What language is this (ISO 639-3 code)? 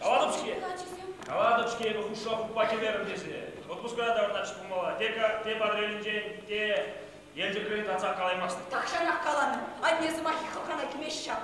chv